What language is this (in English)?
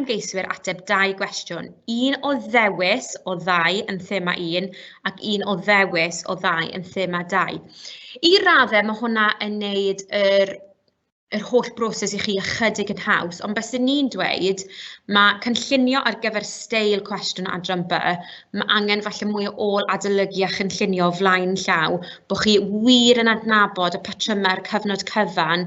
Welsh